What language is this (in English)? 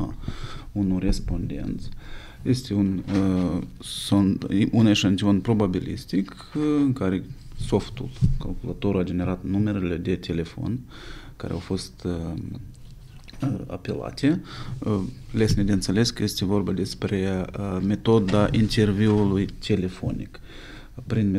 Romanian